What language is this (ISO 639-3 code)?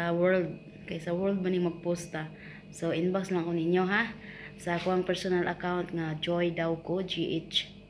ceb